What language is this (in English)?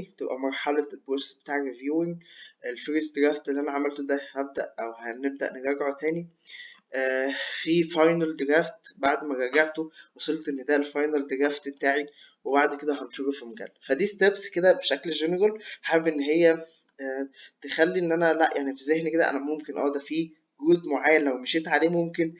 Egyptian Arabic